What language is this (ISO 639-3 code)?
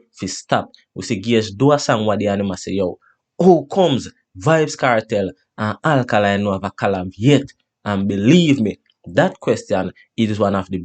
jam